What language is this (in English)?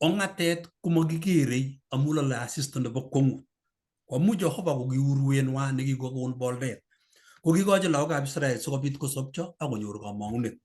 Kalenjin